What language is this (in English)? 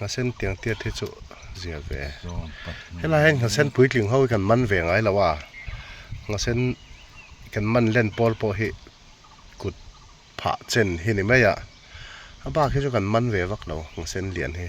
Mizo